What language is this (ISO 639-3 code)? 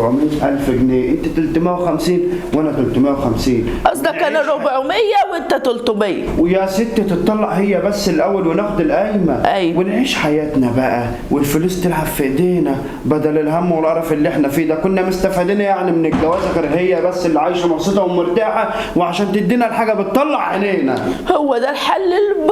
arz